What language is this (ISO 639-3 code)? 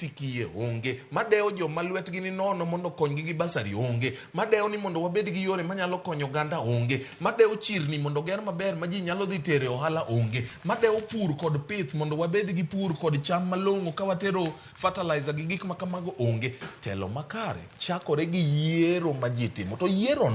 luo